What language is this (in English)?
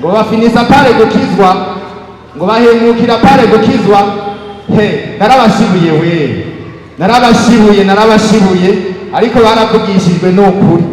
Rundi